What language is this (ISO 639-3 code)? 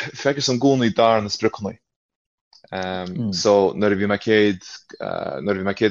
gle